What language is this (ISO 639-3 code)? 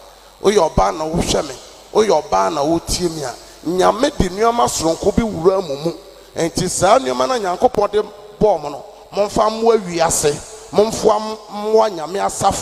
aka